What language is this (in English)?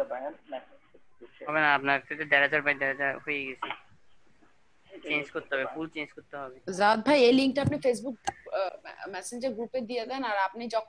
Bangla